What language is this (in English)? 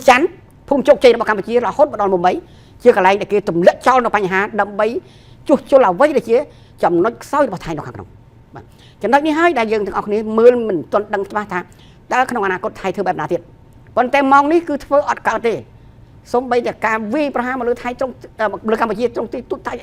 Khmer